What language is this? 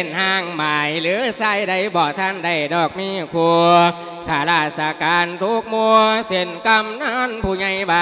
Lao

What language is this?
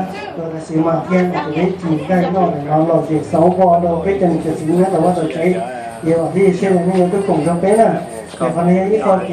Hmong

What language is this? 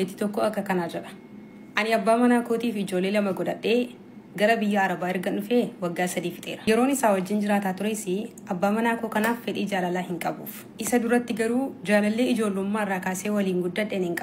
Oromo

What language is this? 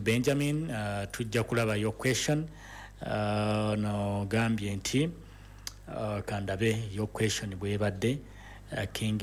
Ganda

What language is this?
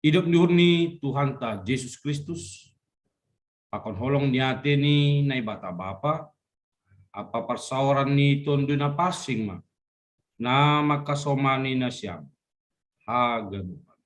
Batak Simalungun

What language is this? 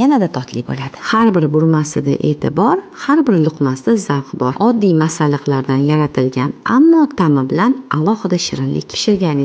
Uzbek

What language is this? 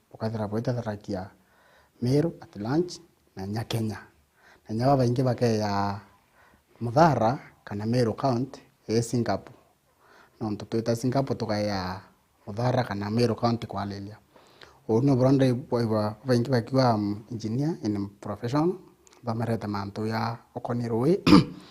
Meru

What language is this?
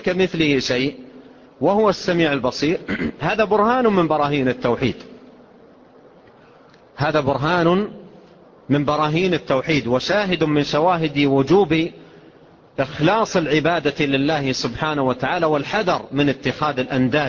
Arabic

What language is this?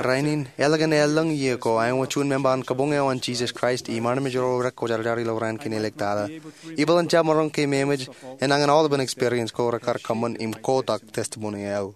Marshallese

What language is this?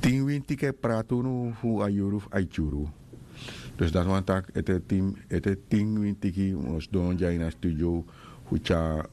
Sranan Tongo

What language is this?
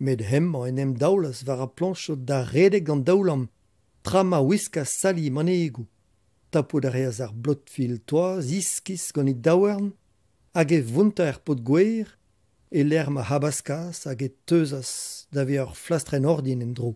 Breton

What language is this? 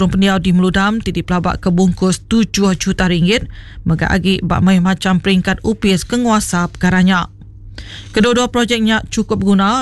Iban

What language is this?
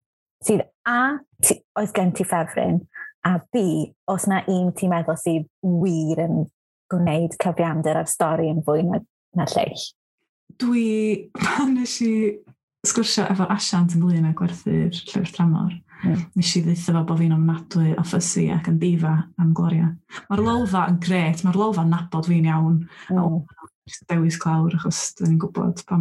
Welsh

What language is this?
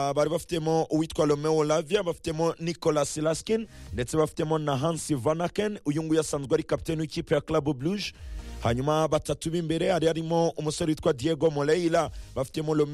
Kinyarwanda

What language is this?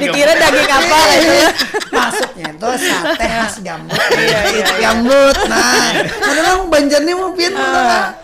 Banjar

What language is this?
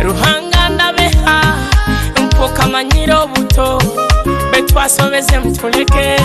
Nyoro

